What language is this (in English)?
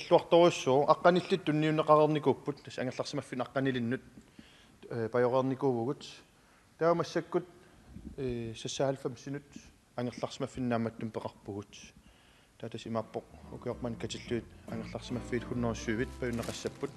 Kalaallisut